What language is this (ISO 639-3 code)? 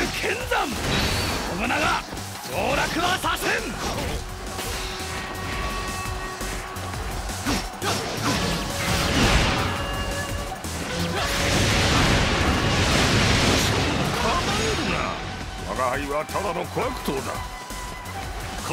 jpn